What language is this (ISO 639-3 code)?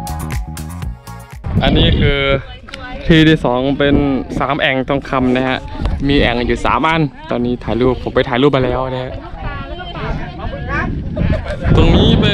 tha